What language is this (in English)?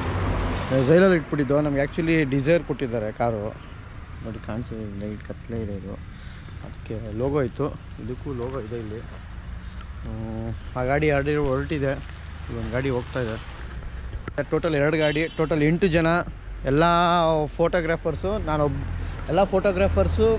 Kannada